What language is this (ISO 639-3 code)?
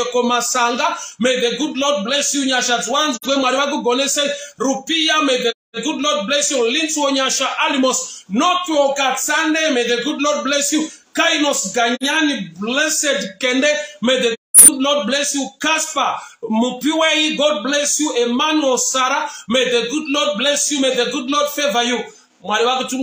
sna